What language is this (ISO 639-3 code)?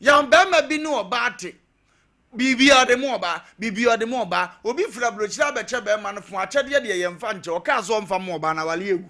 aka